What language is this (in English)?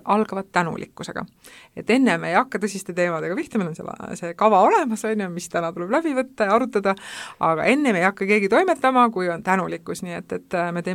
Estonian